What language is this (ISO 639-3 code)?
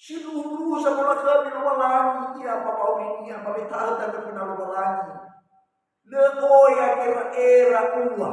nia